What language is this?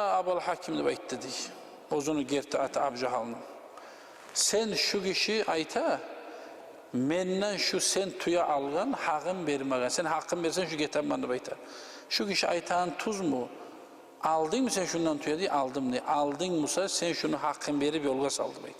Kumyk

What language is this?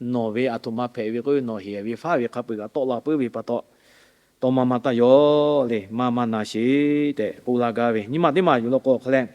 Lahu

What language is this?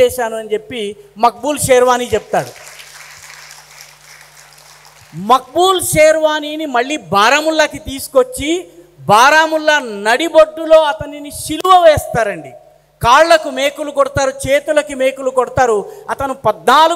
Telugu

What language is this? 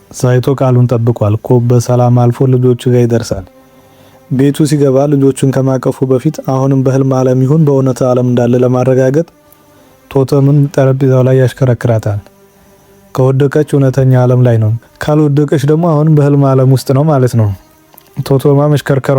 Amharic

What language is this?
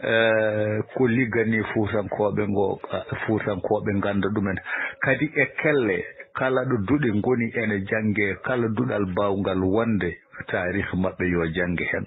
Fula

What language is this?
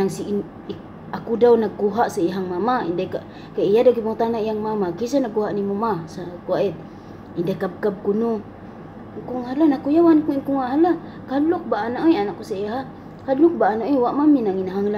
Cebuano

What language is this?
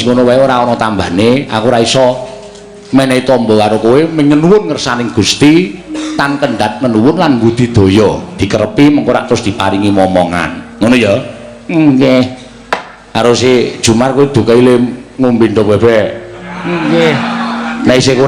Javanese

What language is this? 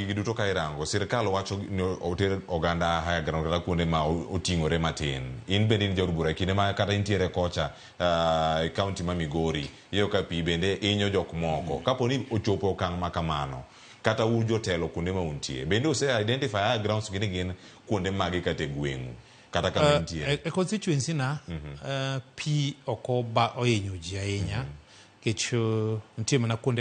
Luo (Kenya and Tanzania)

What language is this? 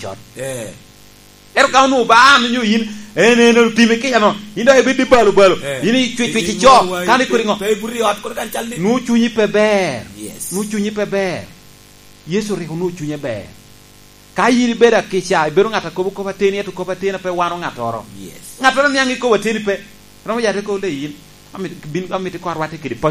Lango (Uganda)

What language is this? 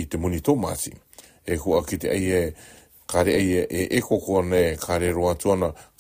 Rarotongan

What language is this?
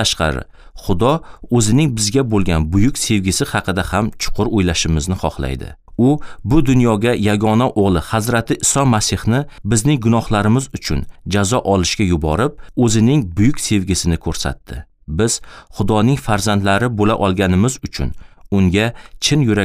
Uzbek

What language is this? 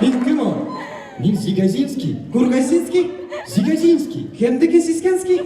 Bashkir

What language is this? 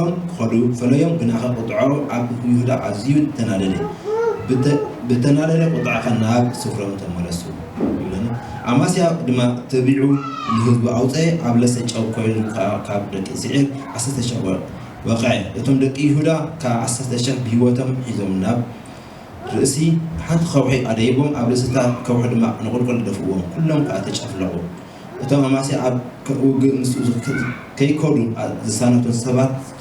Tigrinya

